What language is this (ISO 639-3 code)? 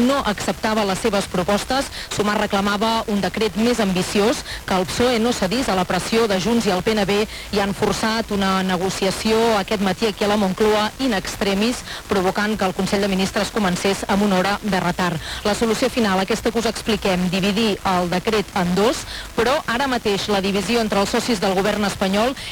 cat